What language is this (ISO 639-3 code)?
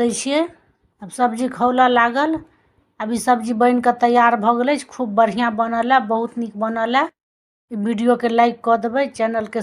mai